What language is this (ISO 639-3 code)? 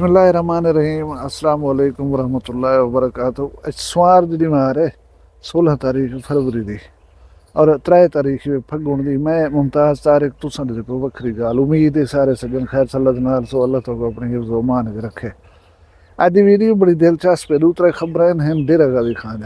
skr